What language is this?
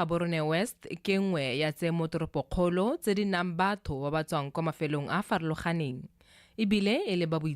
Tswana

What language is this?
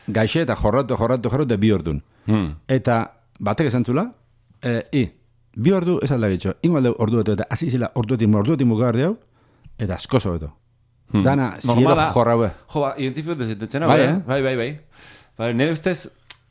Basque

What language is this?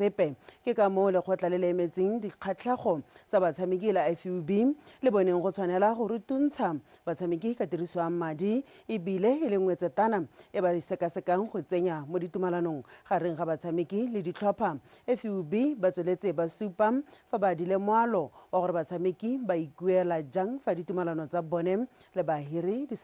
Tswana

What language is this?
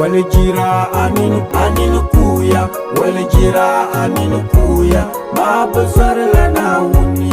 Dagbani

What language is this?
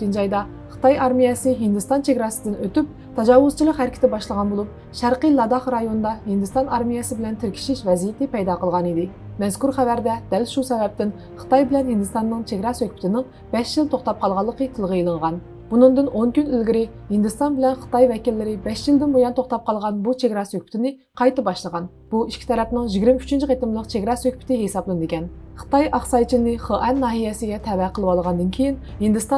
Uyghur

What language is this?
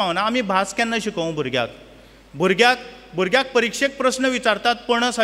Konkani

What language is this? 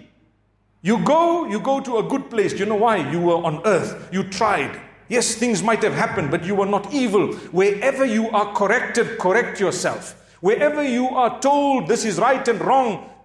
English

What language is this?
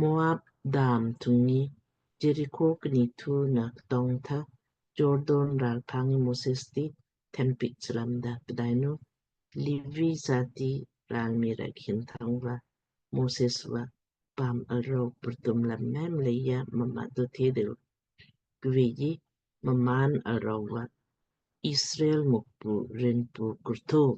Lamkang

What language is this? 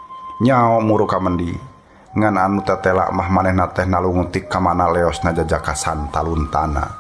Sundanese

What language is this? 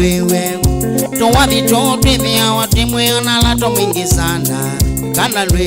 Kamba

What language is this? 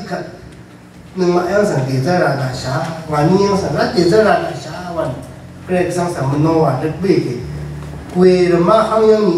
Rawang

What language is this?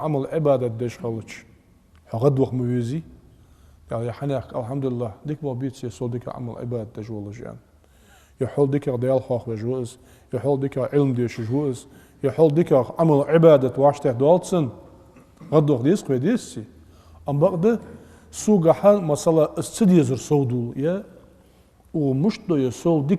Ingush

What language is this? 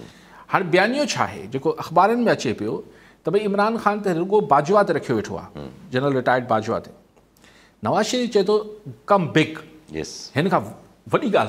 Sindhi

